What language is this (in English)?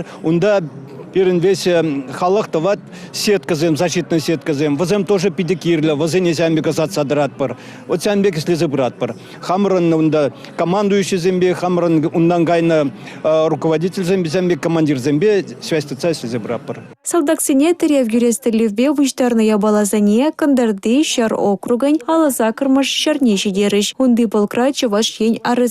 Chuvash